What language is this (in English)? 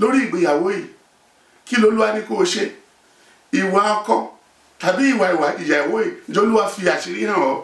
Yoruba